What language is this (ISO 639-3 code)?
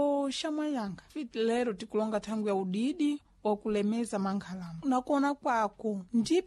seh